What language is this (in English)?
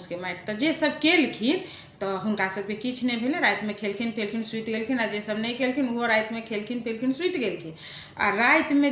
Maithili